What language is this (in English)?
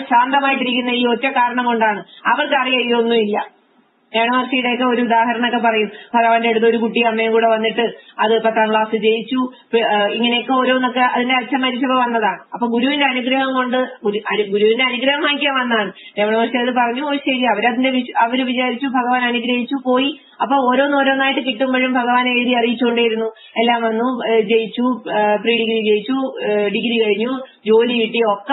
Malayalam